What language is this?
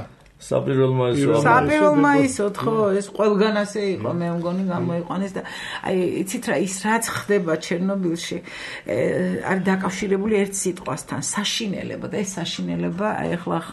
Georgian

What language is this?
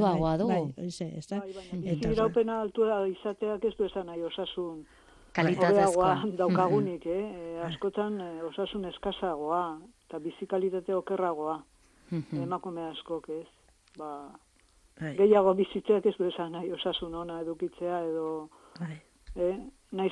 Basque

